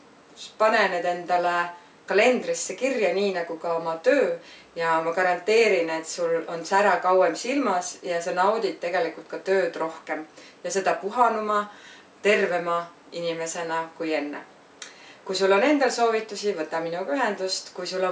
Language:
Estonian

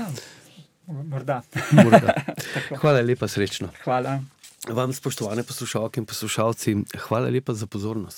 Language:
Slovenian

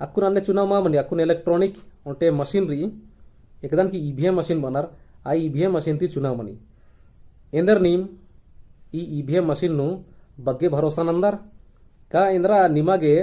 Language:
Kurukh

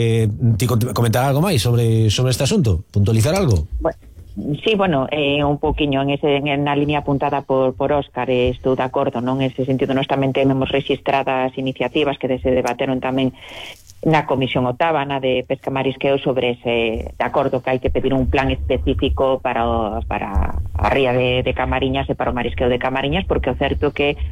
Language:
Galician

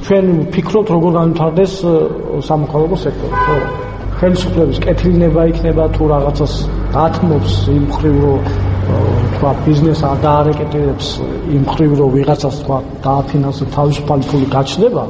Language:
Georgian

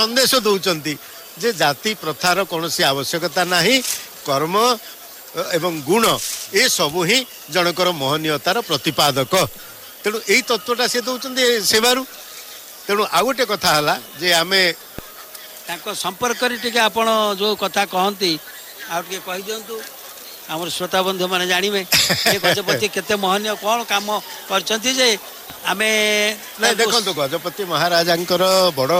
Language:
Odia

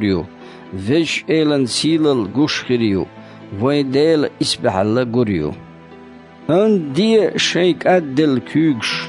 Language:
Chechen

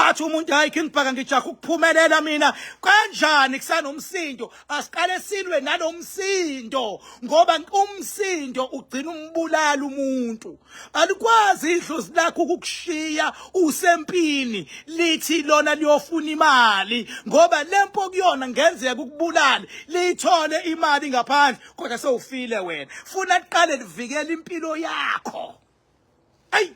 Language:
Zulu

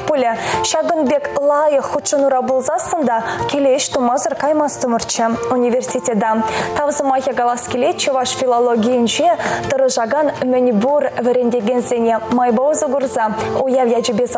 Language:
Chuvash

